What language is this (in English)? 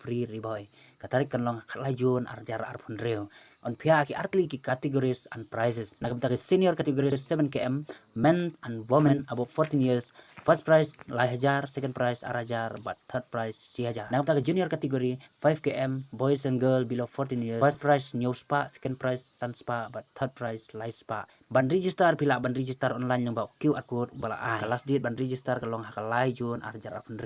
Khasi